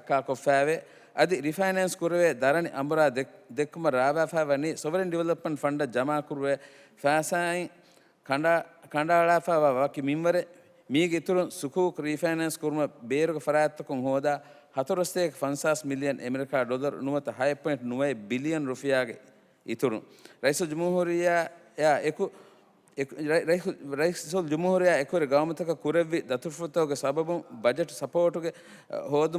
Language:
Divehi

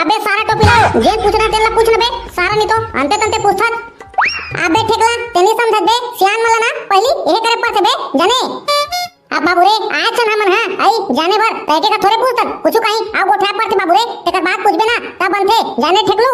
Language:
Chhattisgarhi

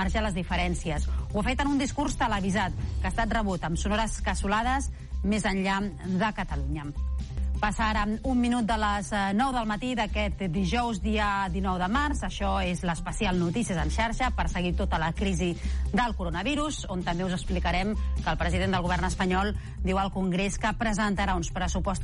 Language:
Catalan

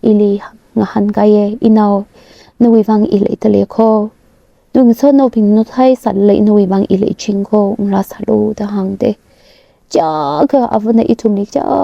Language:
Tangkhul Naga (India)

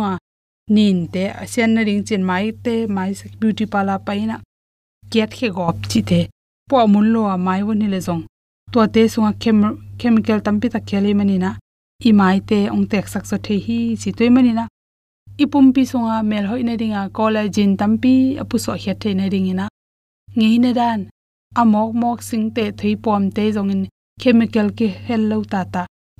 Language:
Tedim Chin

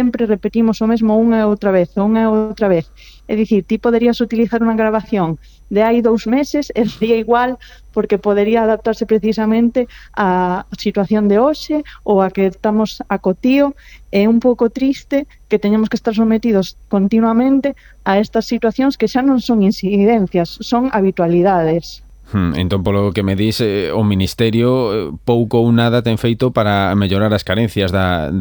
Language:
Galician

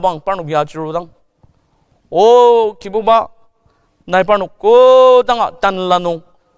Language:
Ao Naga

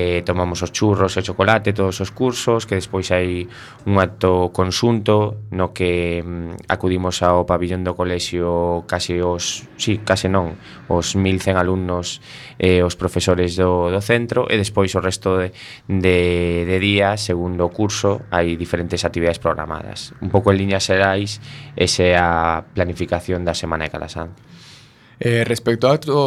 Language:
Galician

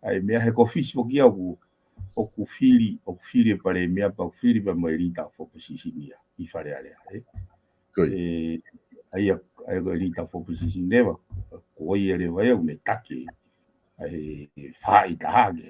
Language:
Tongan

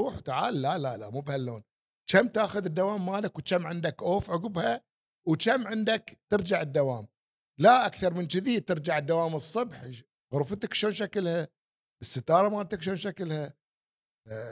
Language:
Gulf Arabic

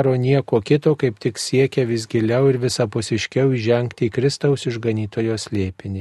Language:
Lithuanian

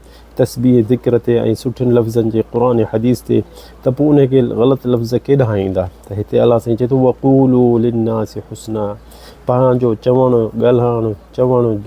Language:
Sindhi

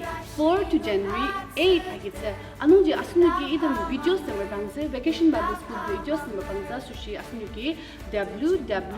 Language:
Ao Naga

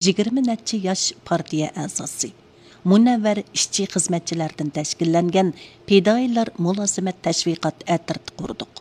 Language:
Uyghur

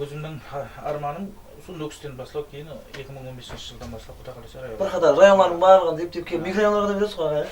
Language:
Kara-Kalpak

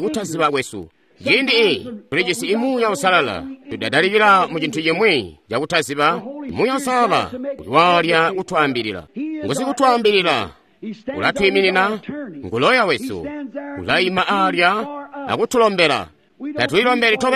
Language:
Tonga (Zambia)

